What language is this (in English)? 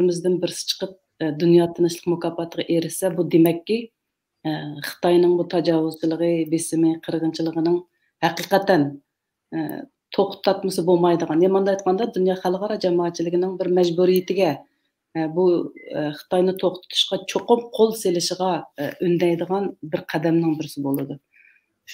Uyghur